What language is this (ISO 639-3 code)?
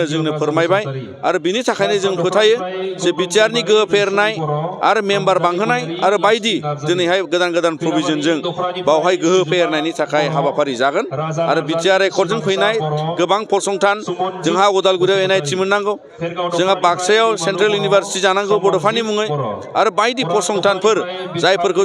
brx